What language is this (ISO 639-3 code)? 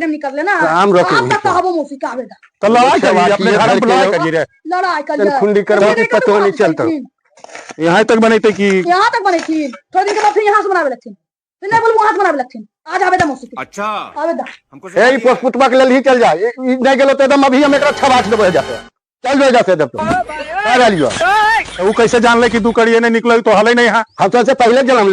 mag